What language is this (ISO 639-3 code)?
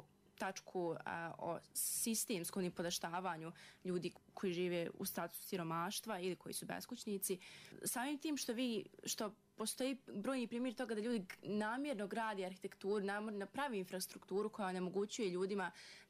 bos